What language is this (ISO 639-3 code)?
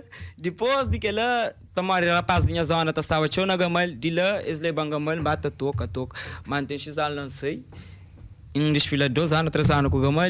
kea